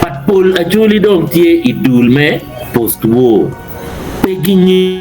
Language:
Acoli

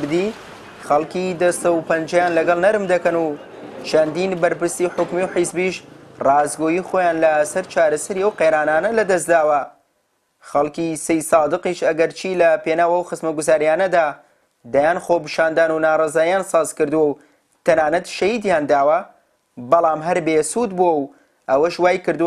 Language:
Central Kurdish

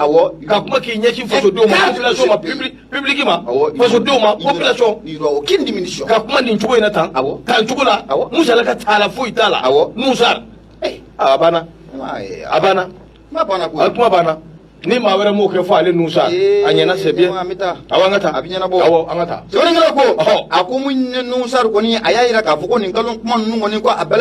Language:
Bambara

